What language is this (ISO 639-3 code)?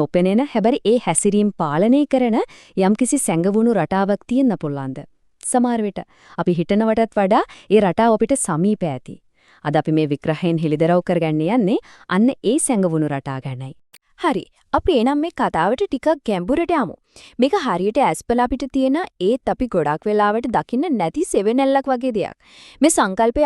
sin